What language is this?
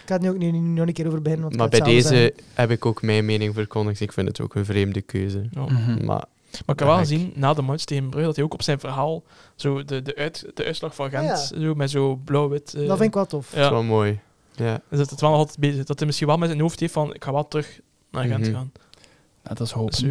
Dutch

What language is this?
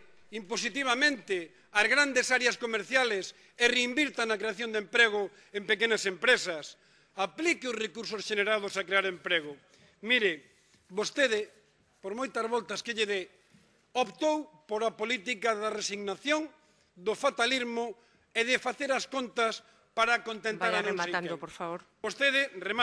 Galician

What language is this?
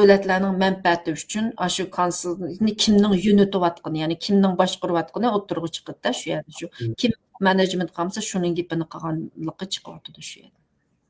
Uyghur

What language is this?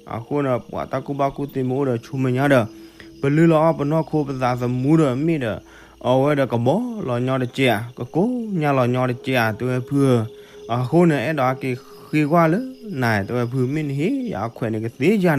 S'gaw Karen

